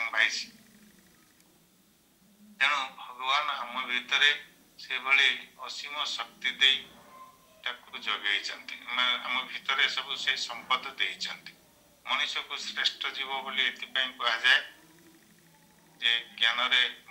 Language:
Odia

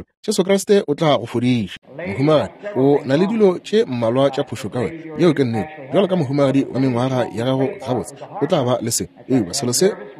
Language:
Northern Sotho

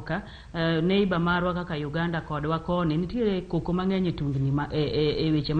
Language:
Luo (Kenya and Tanzania)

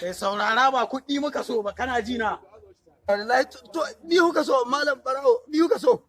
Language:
Hausa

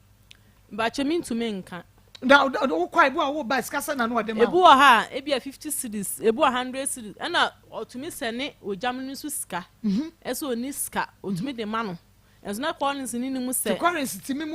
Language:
Akan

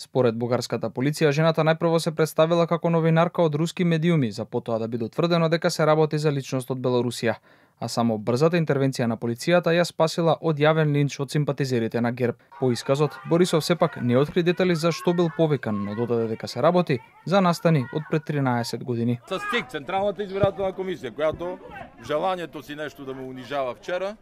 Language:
Macedonian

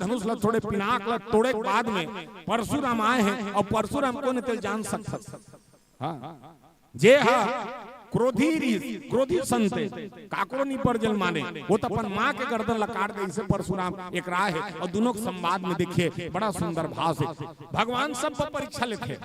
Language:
Chhattisgarhi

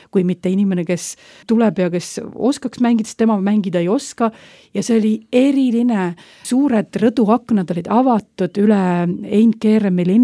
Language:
Estonian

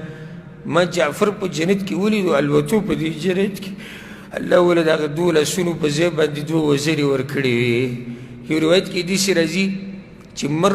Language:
Pashto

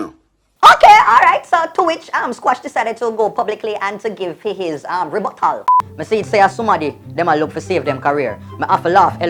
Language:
Jamaican Creole English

